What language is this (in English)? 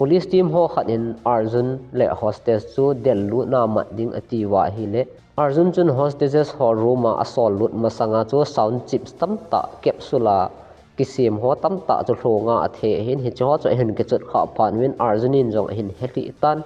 Thado Chin